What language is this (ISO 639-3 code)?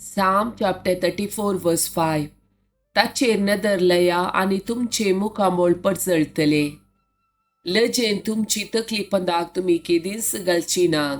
kok